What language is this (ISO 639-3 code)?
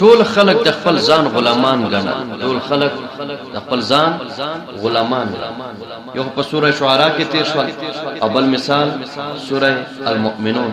pus